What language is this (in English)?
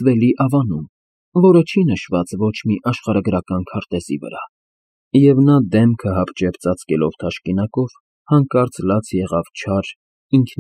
Armenian